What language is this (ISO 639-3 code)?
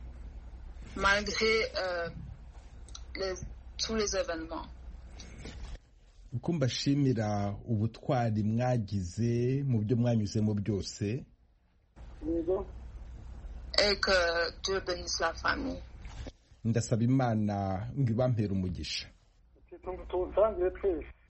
kin